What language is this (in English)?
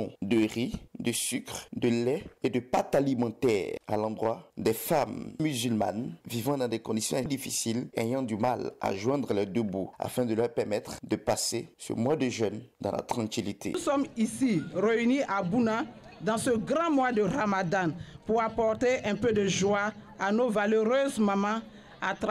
French